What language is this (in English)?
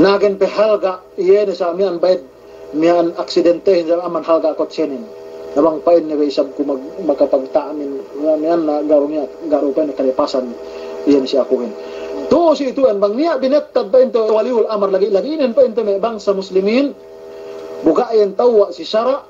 Yakan